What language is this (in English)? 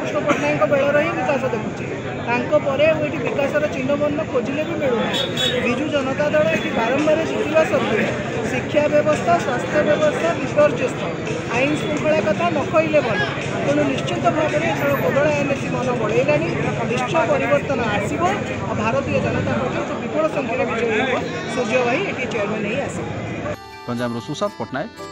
Odia